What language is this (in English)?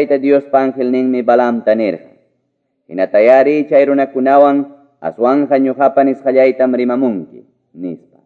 Quechua